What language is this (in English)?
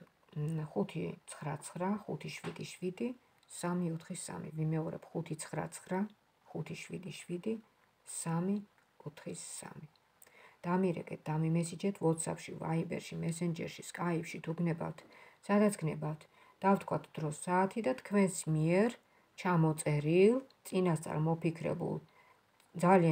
Georgian